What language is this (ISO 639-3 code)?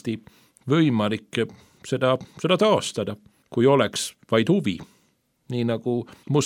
est